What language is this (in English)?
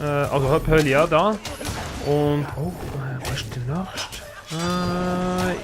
Swiss German